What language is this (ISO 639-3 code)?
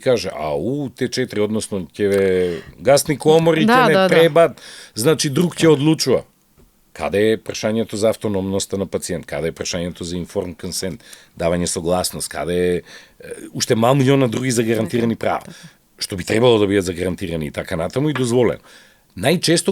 mkd